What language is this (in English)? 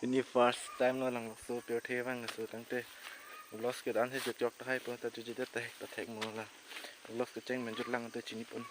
Karbi